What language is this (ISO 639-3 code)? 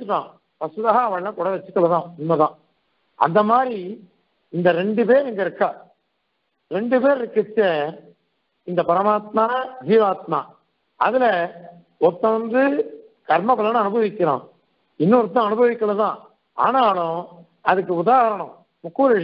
tam